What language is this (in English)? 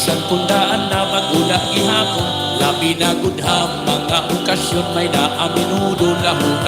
Waray